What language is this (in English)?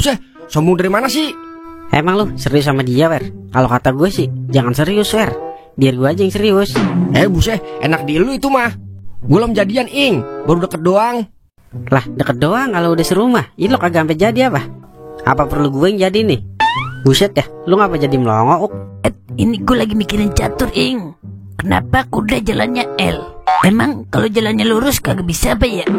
Betawi